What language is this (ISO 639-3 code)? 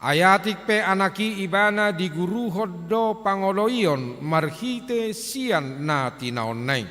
bbc